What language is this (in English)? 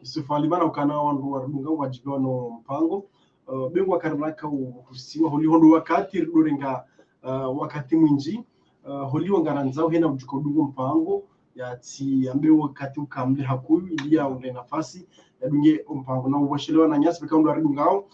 Ngazidja Comorian